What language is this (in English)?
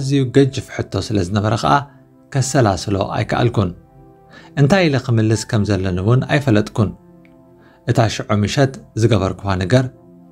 Tigrinya